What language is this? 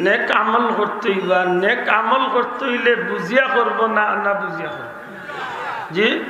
Sylheti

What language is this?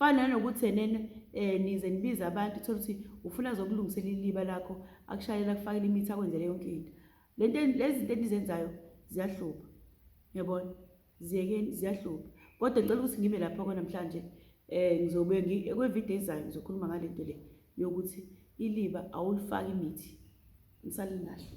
Zulu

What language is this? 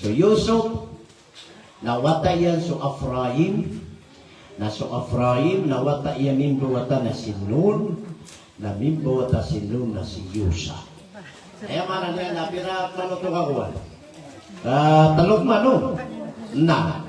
Maranao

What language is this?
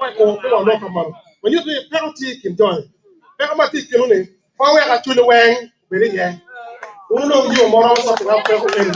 Acoli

